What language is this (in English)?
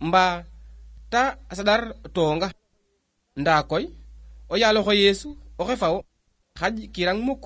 Serer